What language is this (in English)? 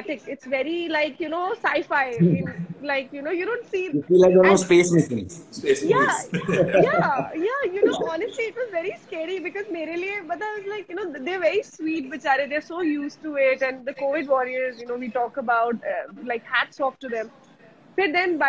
English